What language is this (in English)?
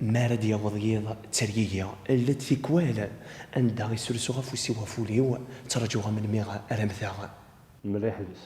Kabyle